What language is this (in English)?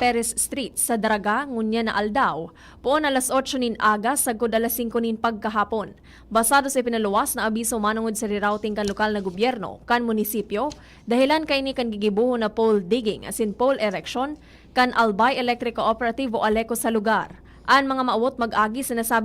Bikol